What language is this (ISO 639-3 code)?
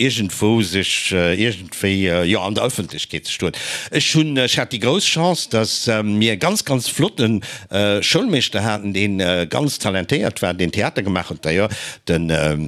ltz